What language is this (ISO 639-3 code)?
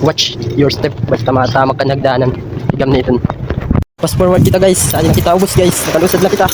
war